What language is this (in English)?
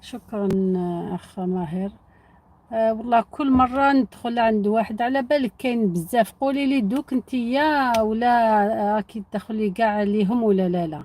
Algerian Arabic